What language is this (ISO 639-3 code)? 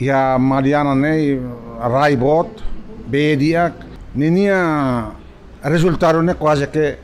tet